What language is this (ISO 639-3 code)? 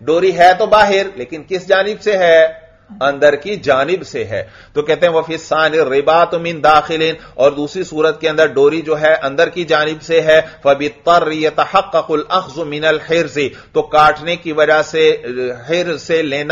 urd